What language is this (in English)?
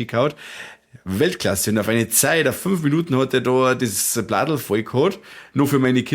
Bavarian